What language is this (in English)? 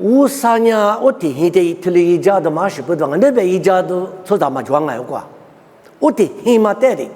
Lisu